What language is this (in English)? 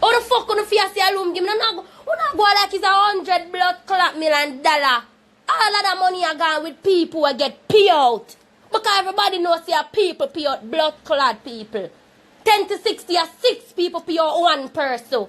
Jamaican Creole English